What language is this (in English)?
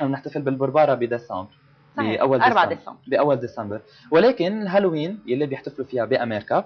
North Levantine Arabic